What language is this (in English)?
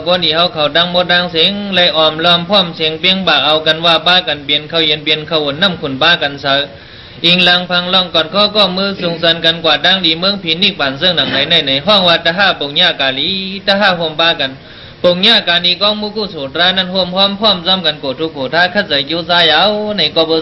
Shan